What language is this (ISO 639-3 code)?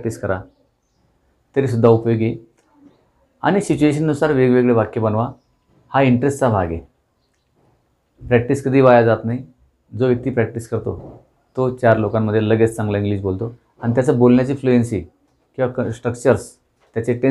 mar